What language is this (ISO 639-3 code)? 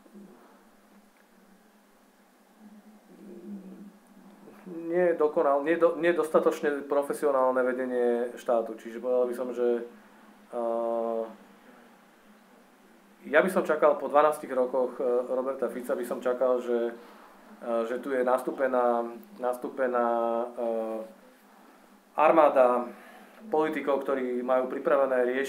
slk